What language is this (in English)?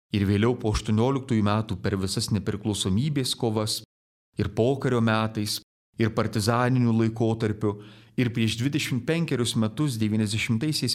Lithuanian